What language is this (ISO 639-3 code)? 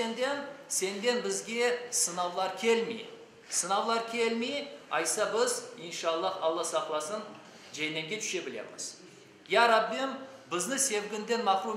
crh